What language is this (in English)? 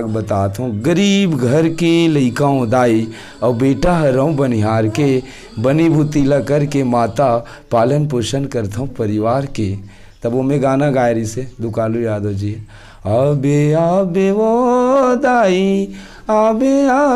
Chhattisgarhi